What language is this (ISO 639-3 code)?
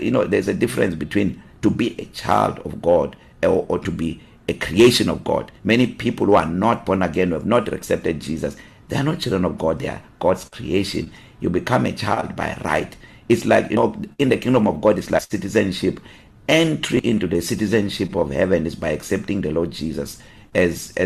eng